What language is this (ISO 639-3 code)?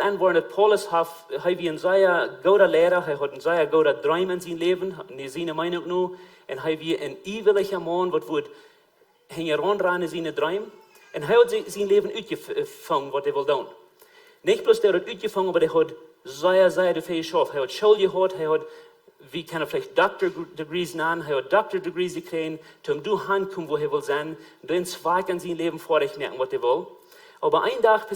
pdt